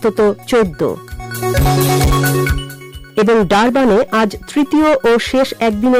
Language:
Bangla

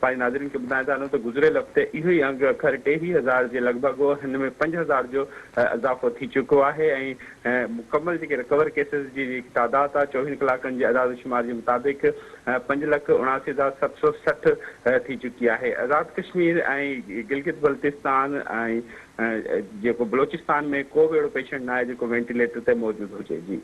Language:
Sindhi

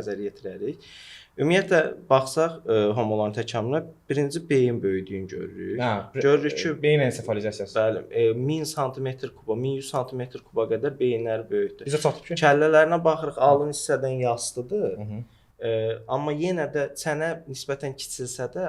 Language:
Azerbaijani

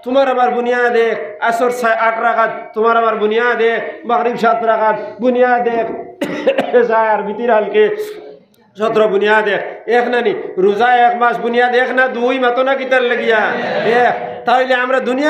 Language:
Sylheti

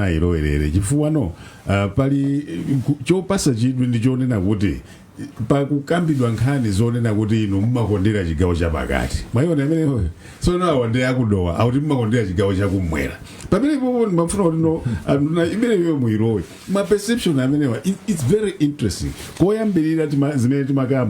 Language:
Nyanja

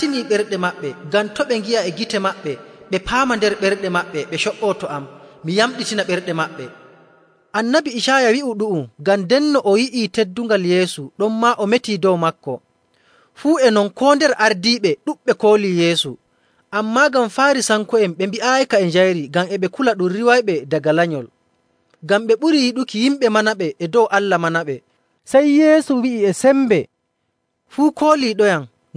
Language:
Nigerian Fulfulde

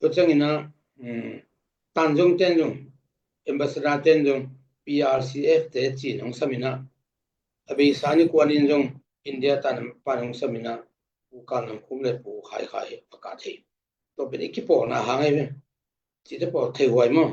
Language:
Tedim Chin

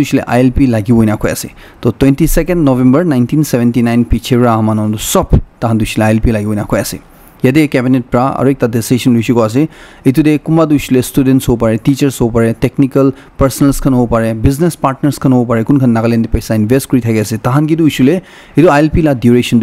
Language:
Naga Pidgin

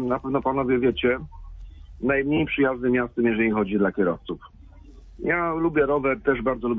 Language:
Polish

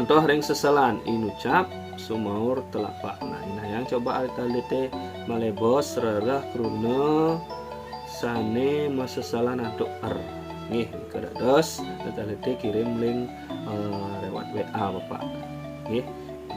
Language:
Balinese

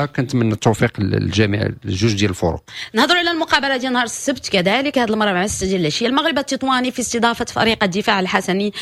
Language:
Moroccan Arabic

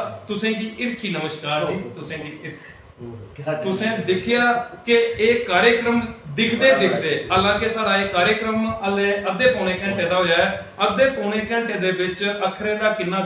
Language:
Dogri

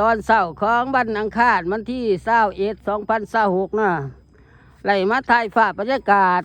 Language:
Lao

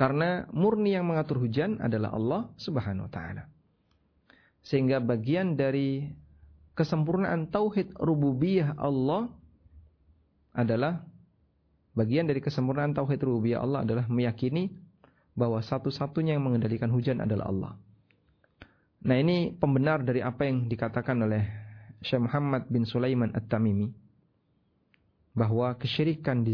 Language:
Indonesian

